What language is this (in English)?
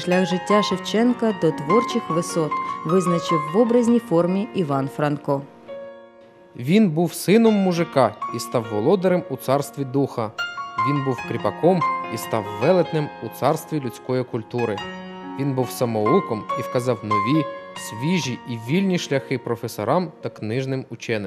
Ukrainian